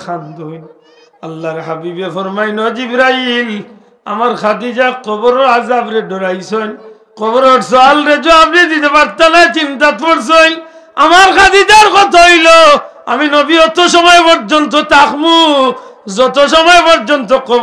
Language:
Sylheti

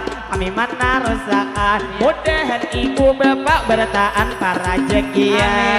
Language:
Banjar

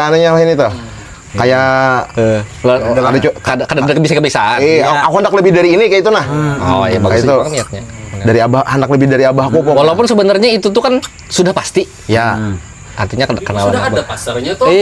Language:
Banjar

